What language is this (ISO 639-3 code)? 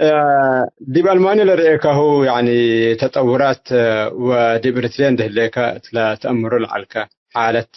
tig